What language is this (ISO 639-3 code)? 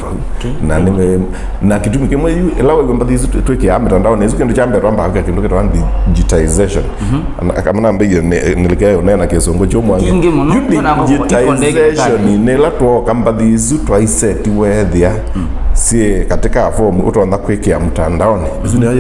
kam